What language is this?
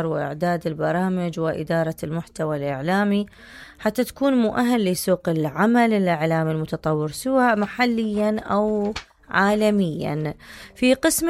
Mesopotamian Arabic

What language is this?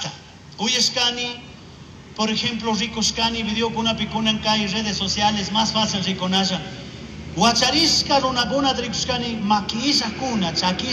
Chimborazo Highland Quichua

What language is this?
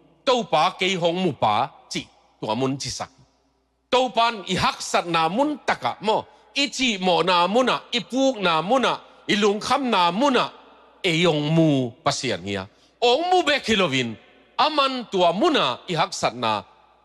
Tedim Chin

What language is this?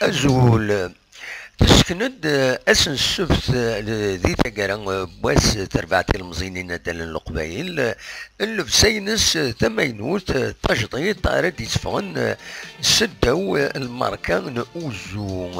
Kabyle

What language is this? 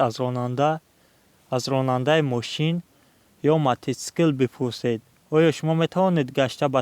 Tajik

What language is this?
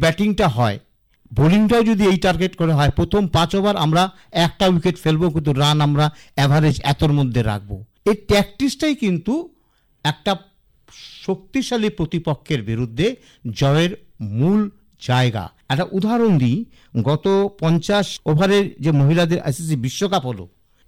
Bangla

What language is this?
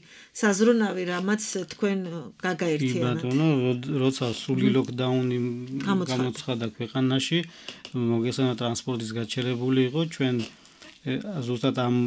Georgian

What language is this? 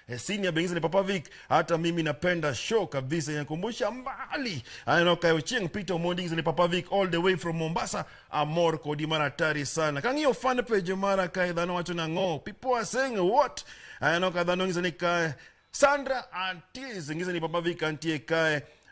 Luo (Kenya and Tanzania)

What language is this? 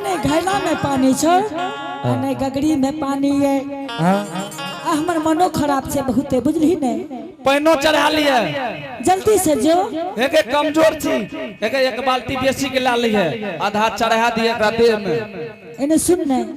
Angika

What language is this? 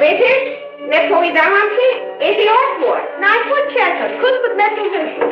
Rusyn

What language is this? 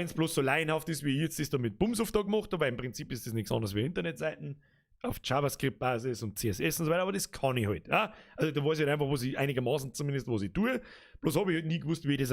Bavarian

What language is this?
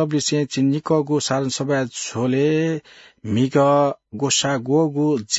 Newari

